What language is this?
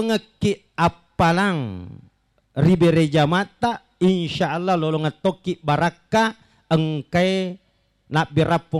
Buginese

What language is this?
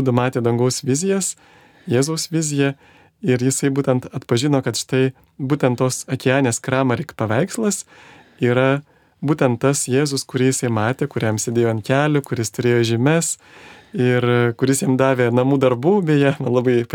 Lithuanian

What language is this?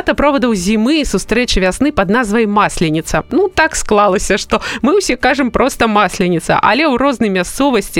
Belarusian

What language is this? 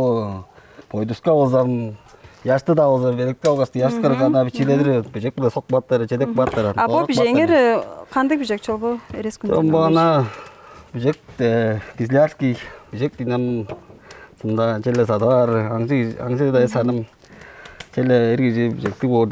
Tuvinian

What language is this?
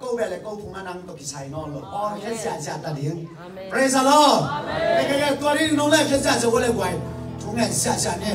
Tedim Chin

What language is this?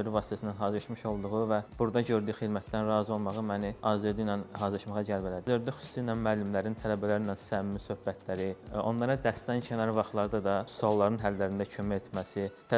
Azerbaijani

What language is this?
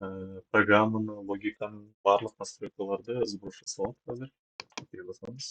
Kazakh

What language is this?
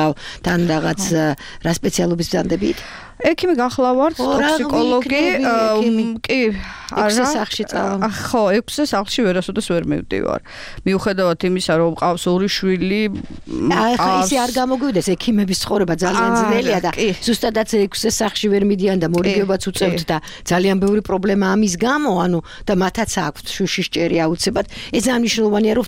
Georgian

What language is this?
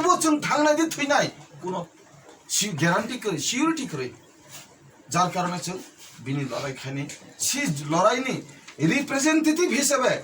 Kok Borok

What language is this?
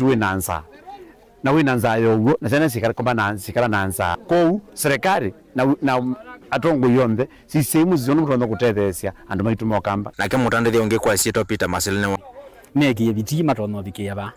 Kamba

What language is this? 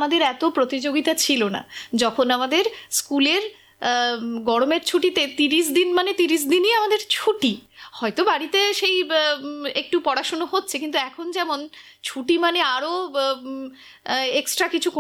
Bangla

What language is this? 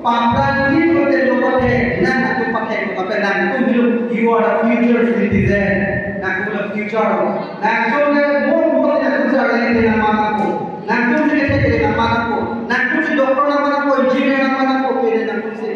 Karbi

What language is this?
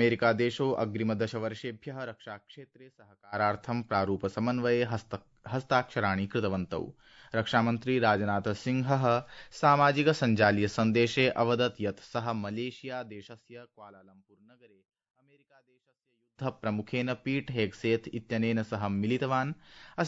Sanskrit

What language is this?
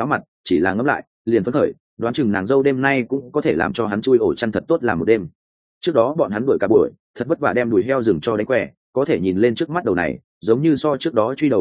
Vietnamese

